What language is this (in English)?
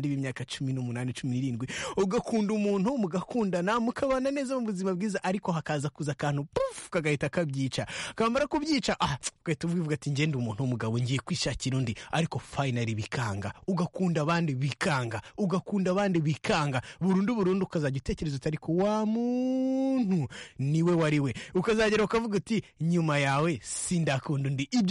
Kinyarwanda